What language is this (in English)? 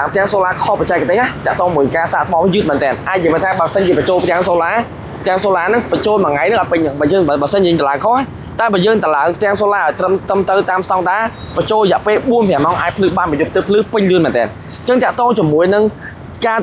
Khmer